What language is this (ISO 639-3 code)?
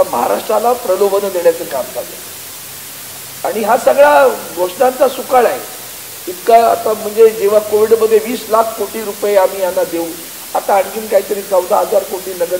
mar